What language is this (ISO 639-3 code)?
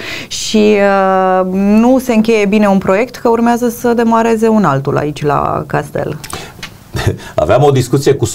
ron